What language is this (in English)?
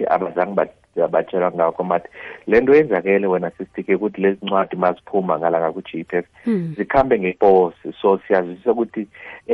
South Ndebele